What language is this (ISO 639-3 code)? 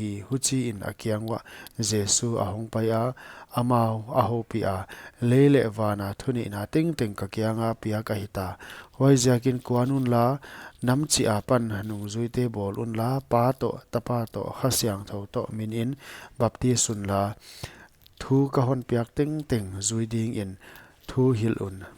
pck